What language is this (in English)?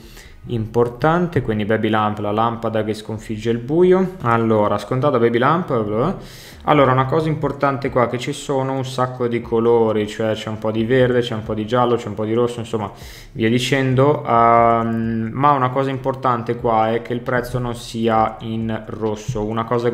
Italian